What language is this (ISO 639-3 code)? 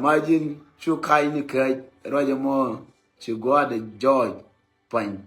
nus